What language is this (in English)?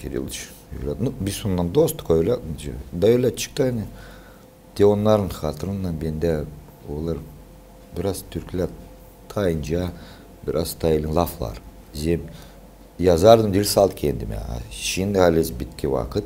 Gagauz